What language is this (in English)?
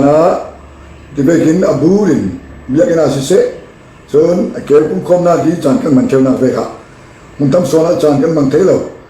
Falam Chin